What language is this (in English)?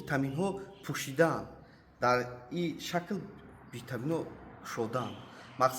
Tajik